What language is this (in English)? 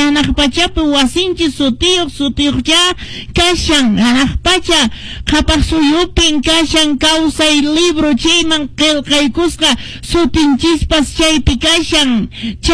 Quechua